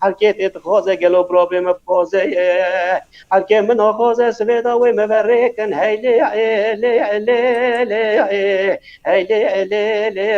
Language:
Kurdish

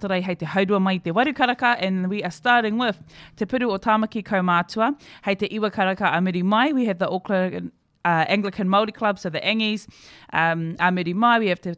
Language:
Māori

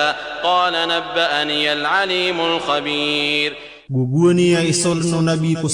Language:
Maranao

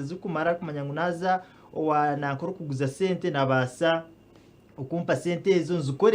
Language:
Nyankole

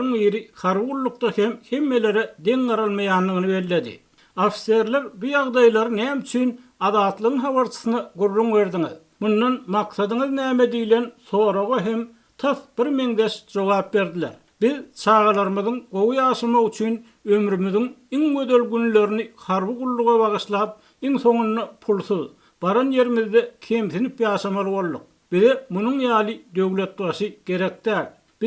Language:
Turkmen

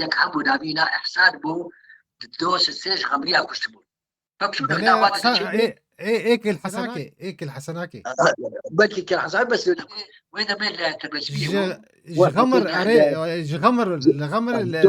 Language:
Kurdish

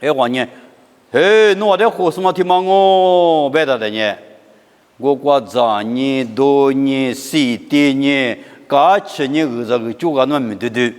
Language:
Lisu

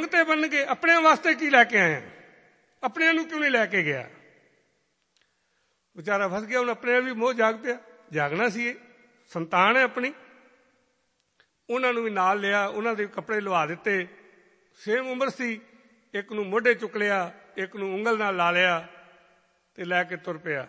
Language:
Punjabi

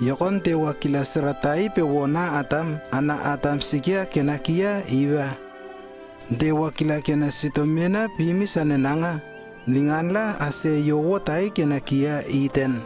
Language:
Lewo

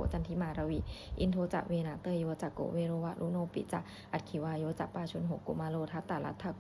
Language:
Pali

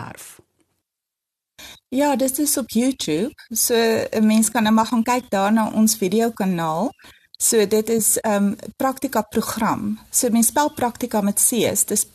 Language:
Afrikaans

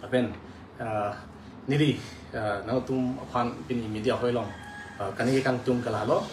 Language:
Karbi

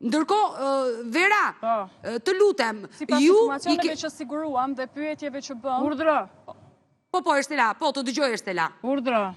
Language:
Albanian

